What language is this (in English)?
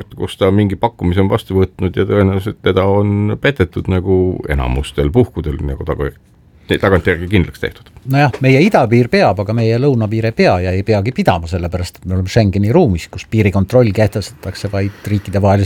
Estonian